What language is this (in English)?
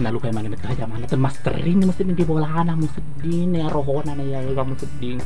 Buginese